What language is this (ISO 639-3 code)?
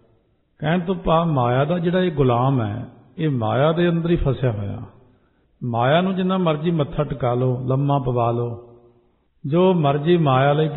pan